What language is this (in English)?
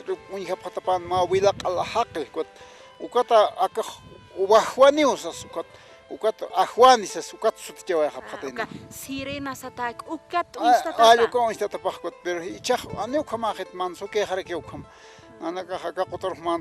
Aymara